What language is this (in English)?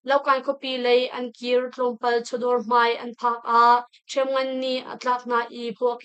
Hakha Chin